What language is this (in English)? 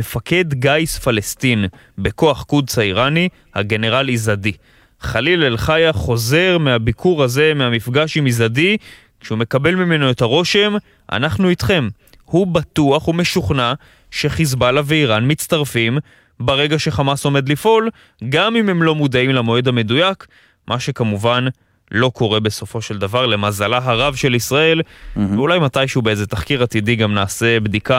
Hebrew